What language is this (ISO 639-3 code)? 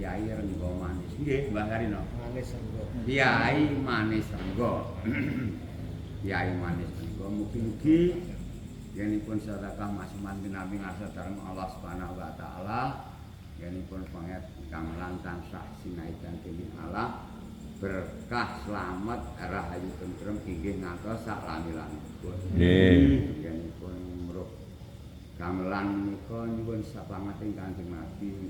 jav